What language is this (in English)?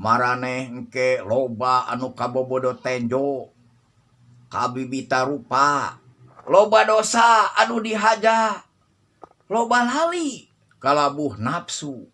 Sundanese